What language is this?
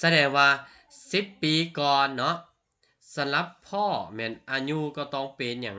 Lao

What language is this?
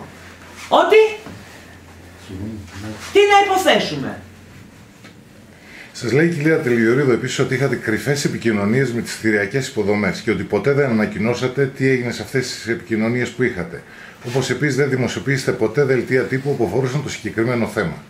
Greek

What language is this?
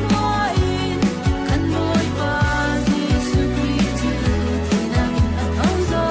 Falam Chin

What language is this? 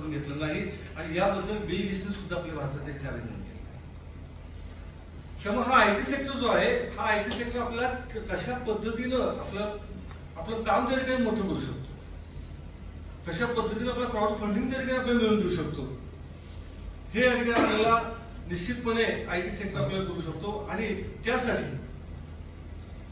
Marathi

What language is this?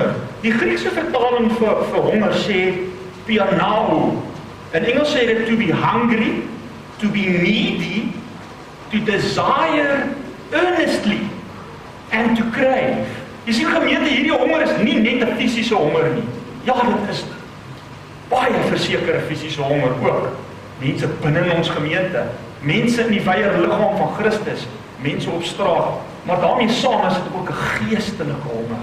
Afrikaans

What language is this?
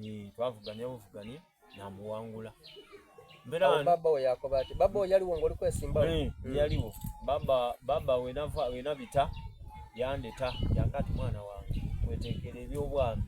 Soga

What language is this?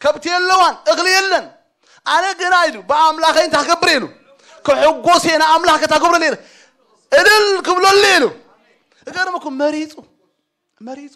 Tigrinya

